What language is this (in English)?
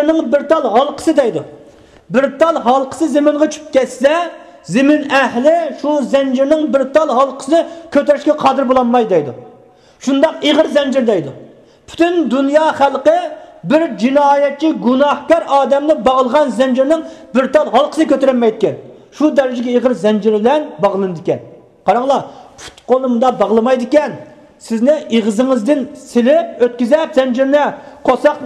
Uyghur